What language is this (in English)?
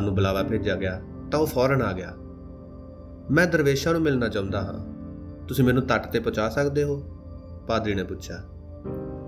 Punjabi